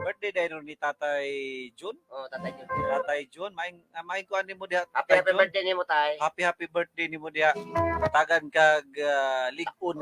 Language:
Cebuano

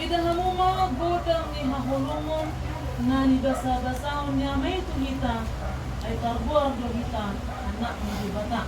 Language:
Batak Toba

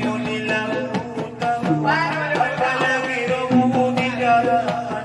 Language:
Batak Angkola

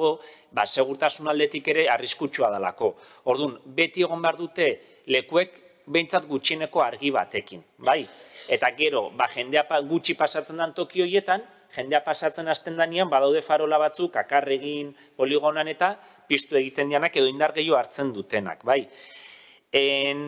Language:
Basque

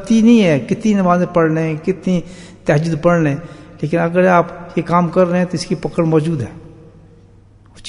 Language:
Urdu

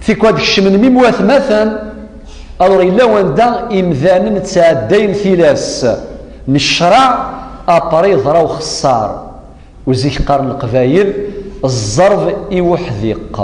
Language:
Kabyle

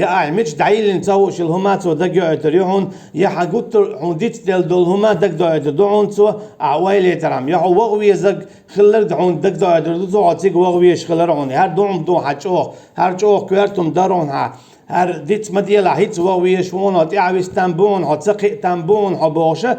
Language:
Chechen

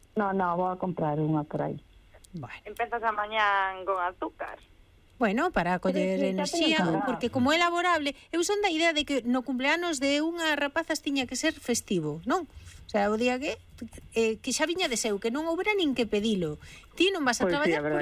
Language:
Galician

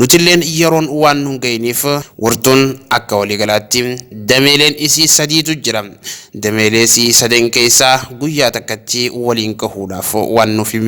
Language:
Oromo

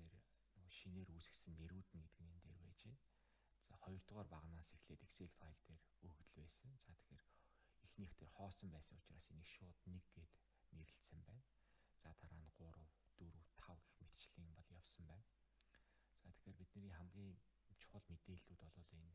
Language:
Mongolian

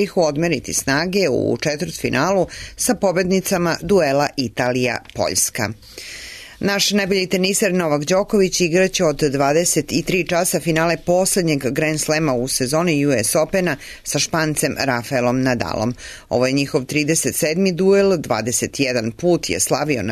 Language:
Serbian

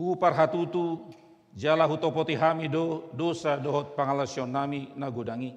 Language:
Batak Toba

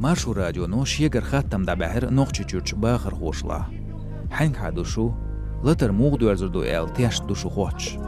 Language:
Chechen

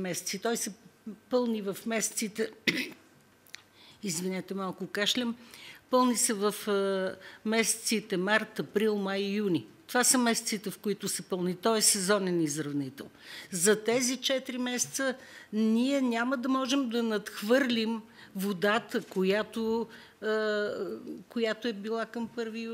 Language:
Bulgarian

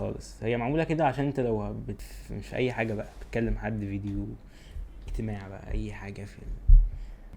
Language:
Egyptian Arabic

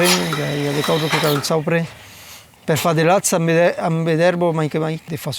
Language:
Occitan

